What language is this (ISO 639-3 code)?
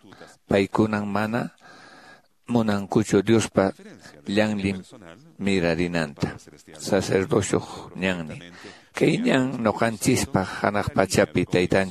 que